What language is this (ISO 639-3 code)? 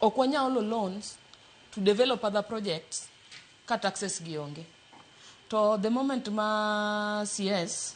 luo